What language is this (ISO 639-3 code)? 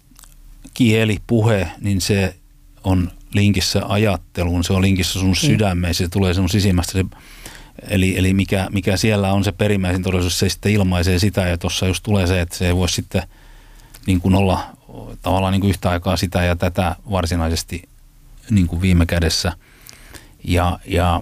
fin